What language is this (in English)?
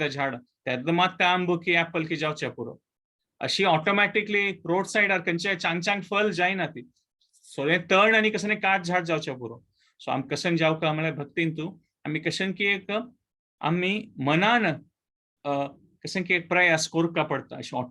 Konkani